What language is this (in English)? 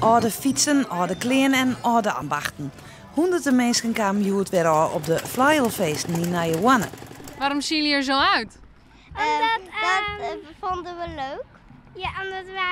Western Frisian